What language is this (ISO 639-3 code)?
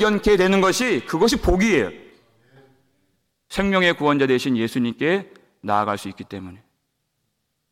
kor